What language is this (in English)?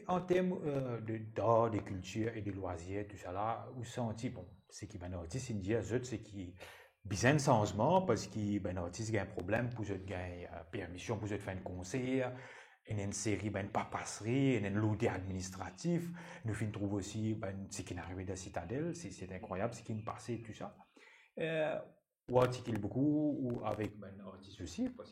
Morisyen